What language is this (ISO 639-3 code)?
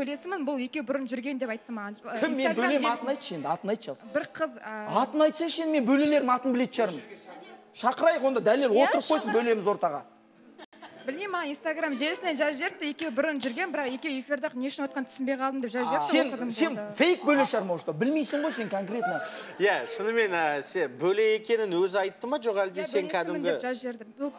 kaz